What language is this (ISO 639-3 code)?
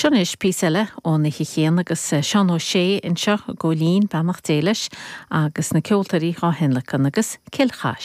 gle